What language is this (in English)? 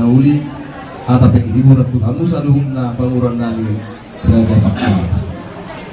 Batak Toba